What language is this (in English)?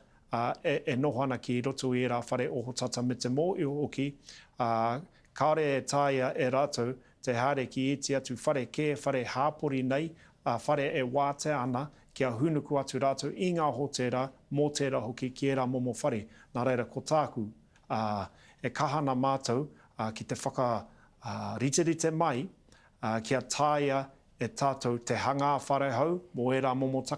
Māori